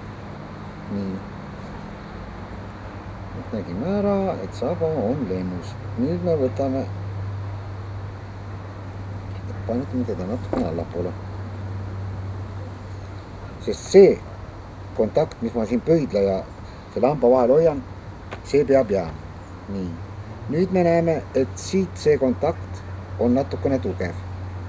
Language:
Estonian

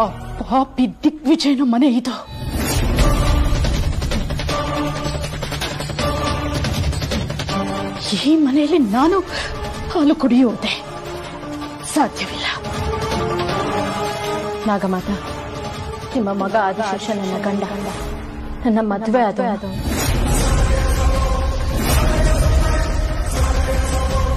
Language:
Kannada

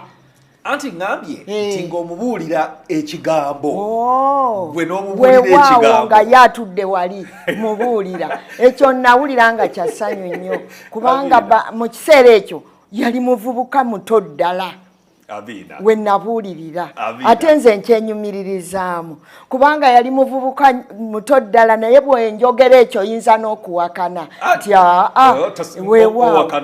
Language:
Ganda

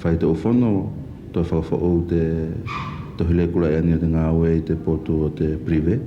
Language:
Wallisian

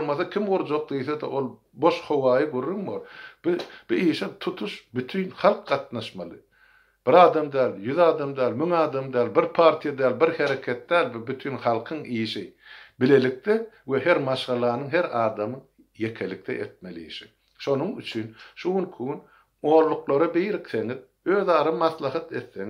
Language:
Turkmen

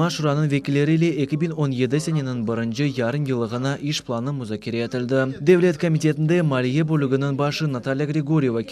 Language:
Crimean Tatar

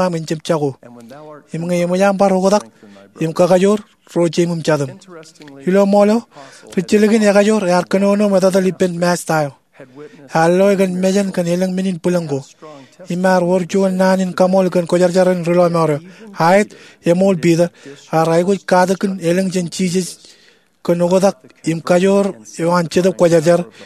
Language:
Marshallese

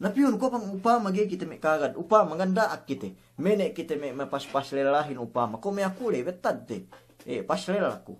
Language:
Yakan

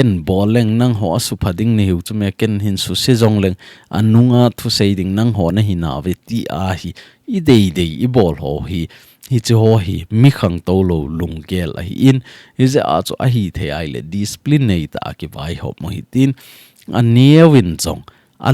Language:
Thado Chin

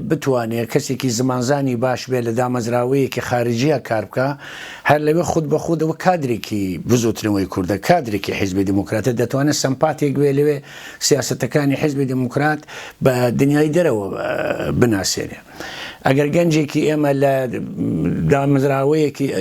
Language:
Central Kurdish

